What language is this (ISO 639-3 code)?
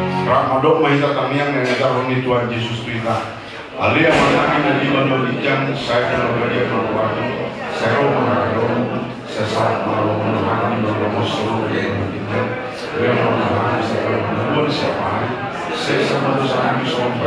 bbc